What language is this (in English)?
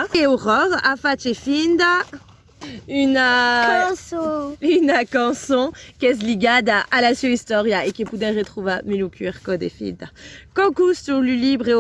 Occitan